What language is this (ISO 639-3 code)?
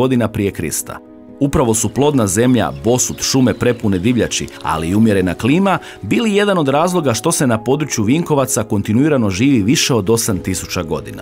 hrv